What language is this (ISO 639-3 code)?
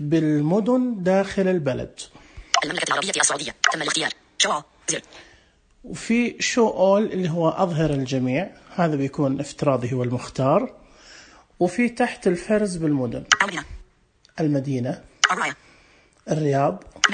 ars